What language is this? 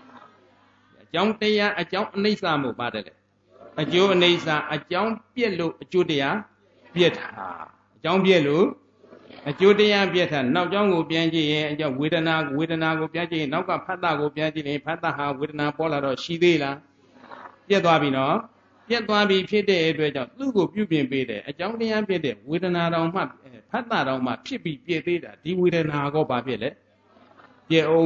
Burmese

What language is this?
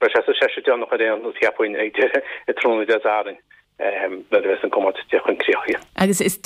Irish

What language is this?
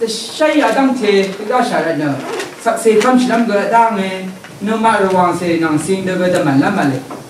Rawang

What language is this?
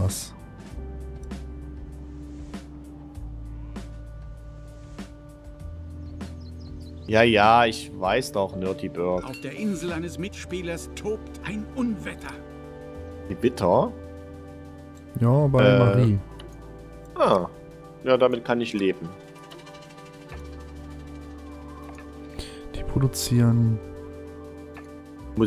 German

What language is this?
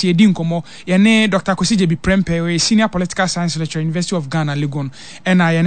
Akan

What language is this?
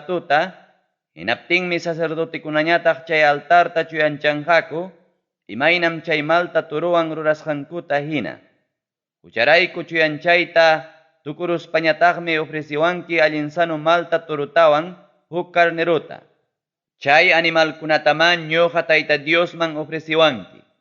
Ayacucho Quechua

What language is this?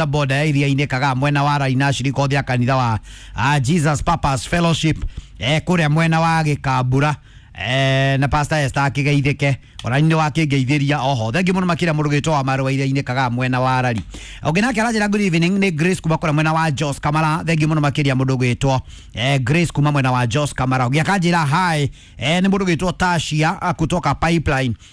Kikuyu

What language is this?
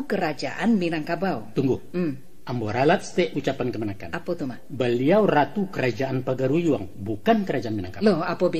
Minangkabau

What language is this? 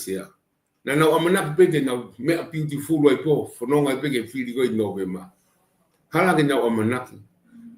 Tongan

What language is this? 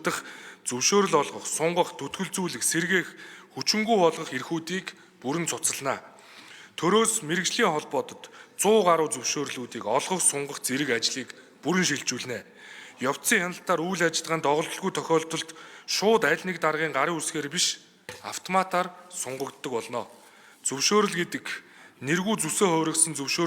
Mongolian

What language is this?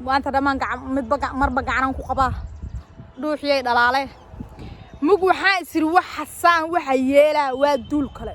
Somali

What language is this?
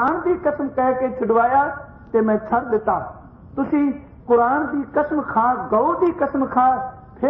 Punjabi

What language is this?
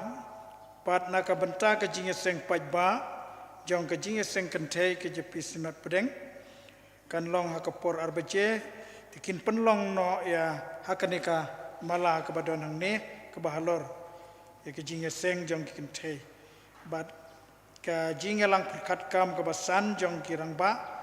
Khasi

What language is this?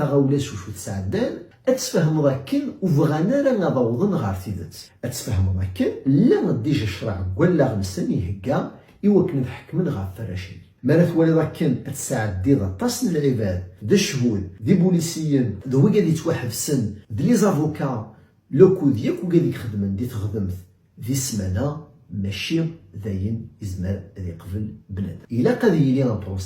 Kabyle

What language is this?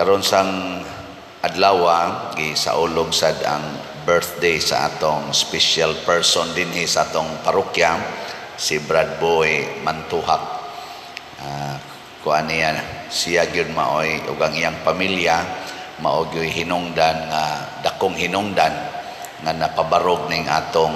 Cebuano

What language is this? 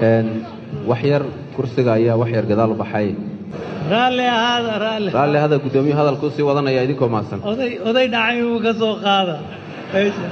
Somali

